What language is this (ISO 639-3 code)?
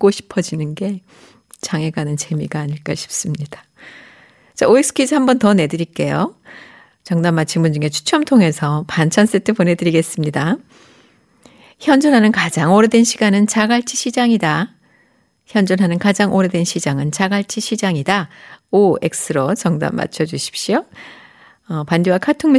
kor